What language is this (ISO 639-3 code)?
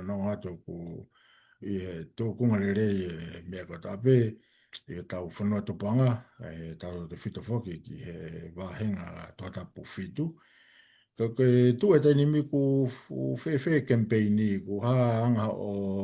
ton